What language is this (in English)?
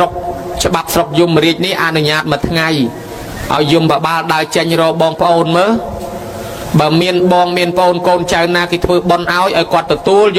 Khmer